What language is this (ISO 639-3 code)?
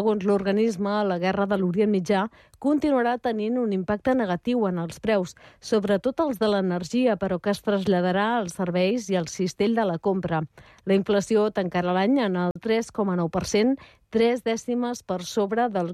cat